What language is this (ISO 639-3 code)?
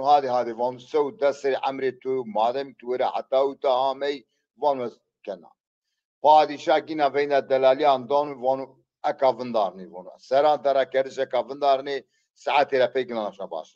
zza